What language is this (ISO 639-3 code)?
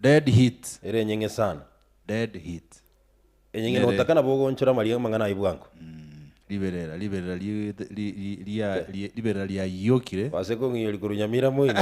guz